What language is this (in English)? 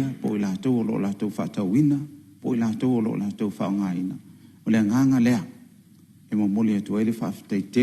Samoan